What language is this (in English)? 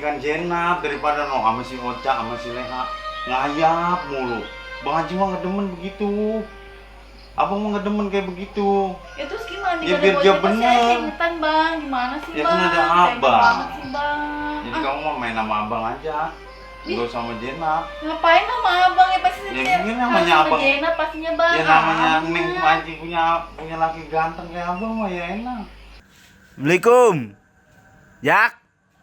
Betawi